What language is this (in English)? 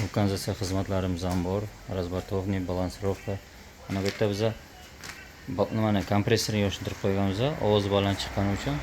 Uzbek